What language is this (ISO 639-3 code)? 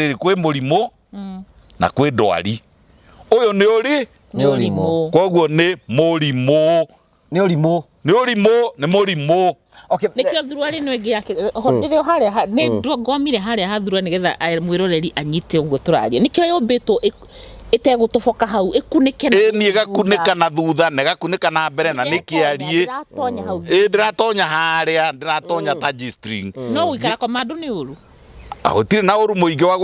kik